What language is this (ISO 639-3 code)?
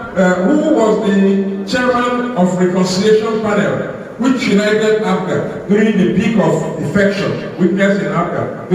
ibo